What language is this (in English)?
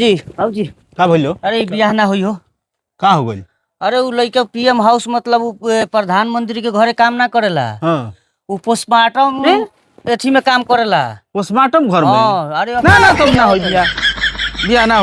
Bhojpuri